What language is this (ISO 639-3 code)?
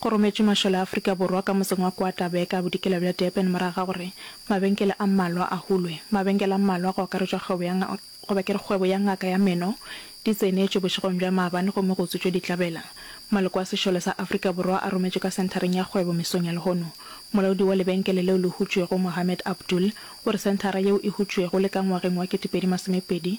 nso